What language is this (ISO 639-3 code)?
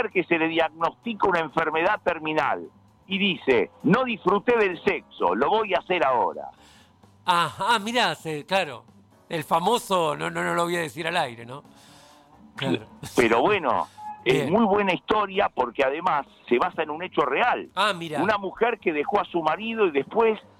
spa